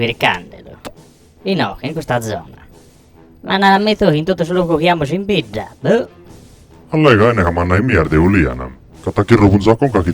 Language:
Sardinian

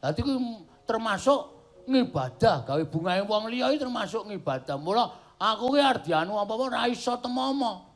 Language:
Javanese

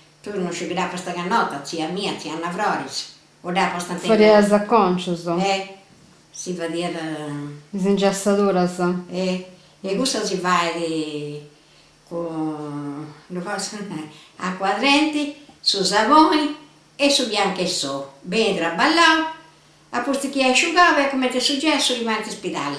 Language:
Sardinian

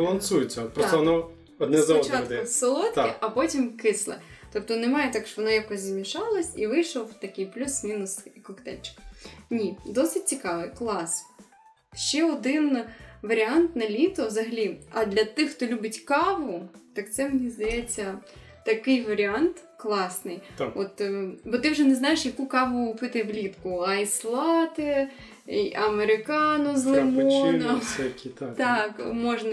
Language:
Ukrainian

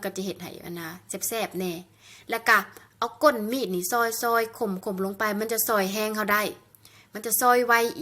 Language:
Lao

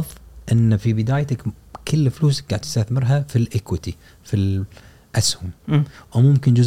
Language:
Gulf Arabic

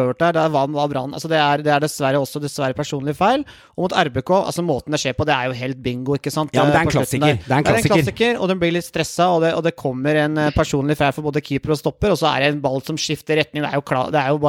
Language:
Norwegian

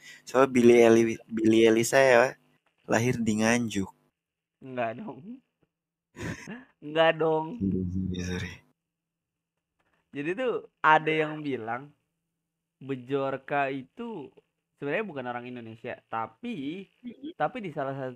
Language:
Indonesian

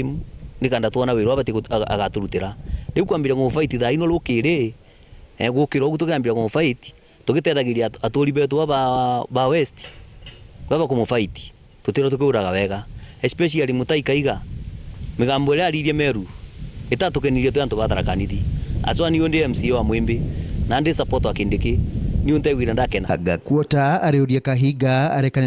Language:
Meru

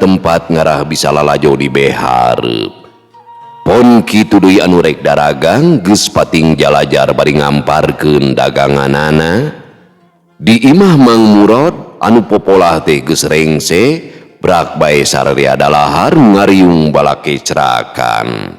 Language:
Sundanese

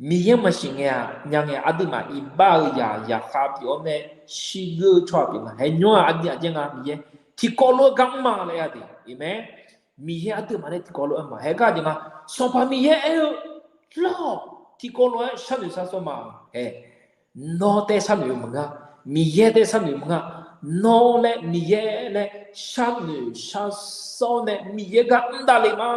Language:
Akha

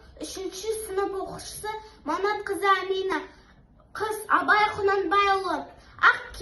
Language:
Kazakh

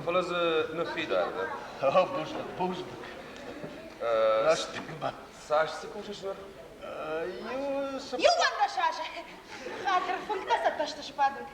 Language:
Ossetic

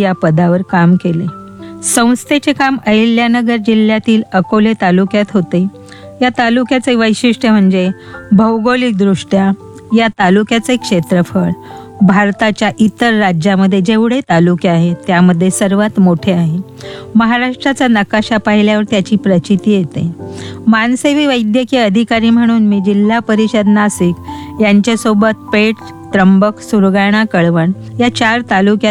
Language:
Marathi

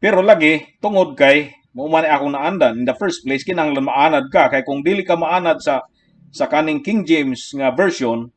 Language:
Cebuano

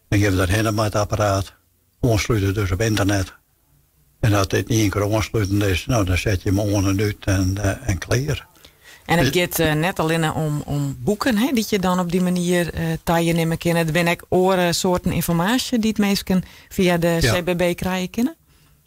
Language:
Western Frisian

